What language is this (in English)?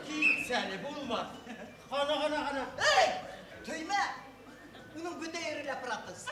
Bashkir